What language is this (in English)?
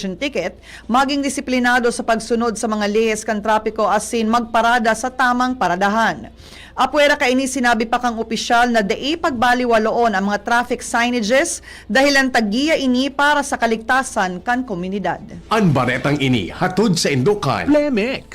Bikol